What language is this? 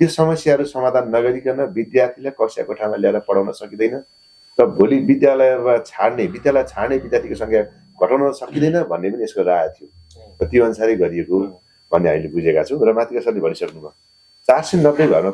Nepali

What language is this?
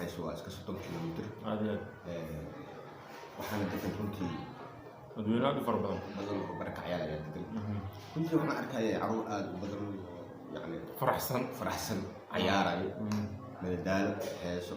Somali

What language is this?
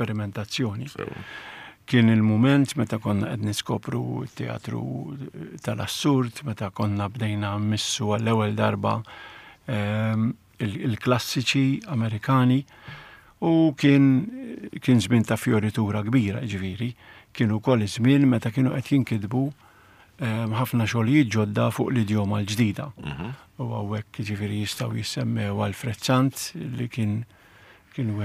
Maltese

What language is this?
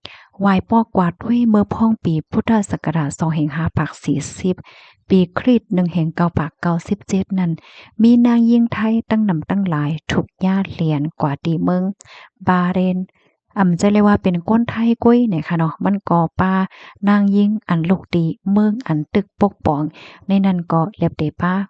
Shan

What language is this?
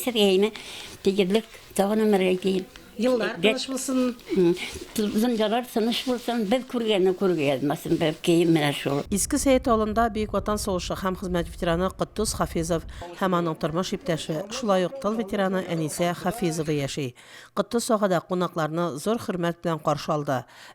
Tatar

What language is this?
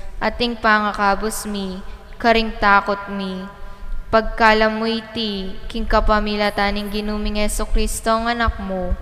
Pampanga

